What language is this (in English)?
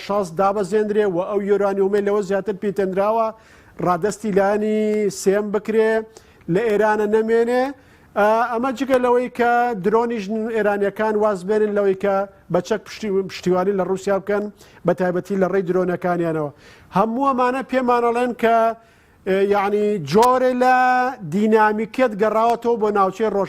Central Kurdish